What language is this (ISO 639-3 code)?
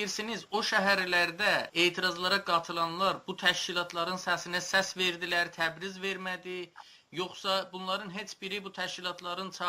azb